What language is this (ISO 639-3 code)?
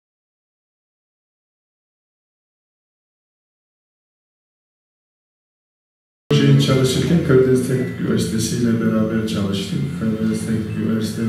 tur